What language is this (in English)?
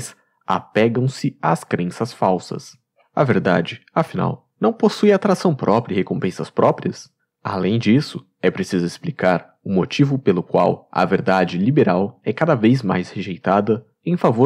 Portuguese